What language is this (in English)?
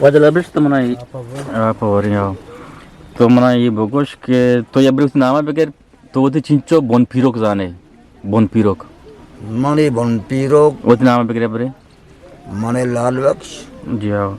Eastern Balochi